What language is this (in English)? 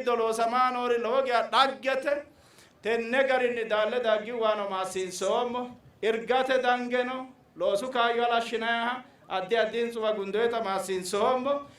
Sidamo